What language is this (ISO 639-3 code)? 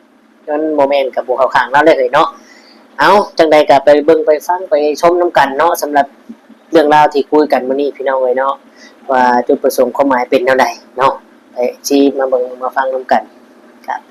tts